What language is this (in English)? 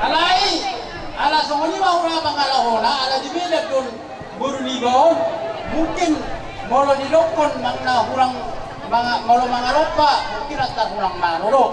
Batak Toba